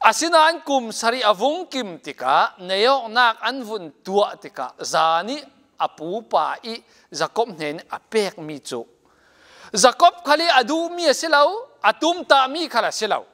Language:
Falam Chin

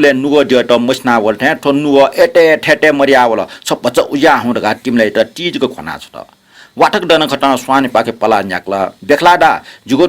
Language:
Newari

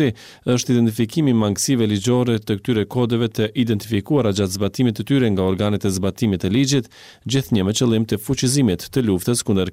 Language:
Albanian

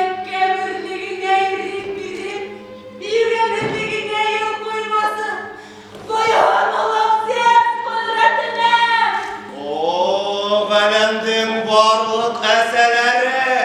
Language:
Bashkir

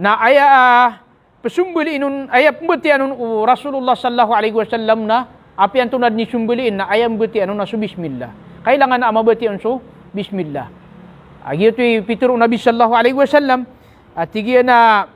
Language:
Maranao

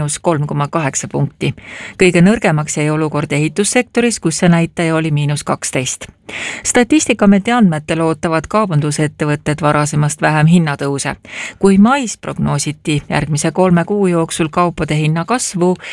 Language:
Estonian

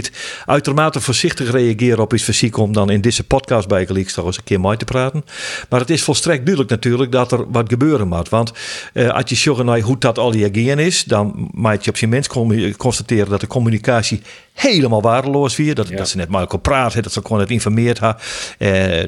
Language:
Western Frisian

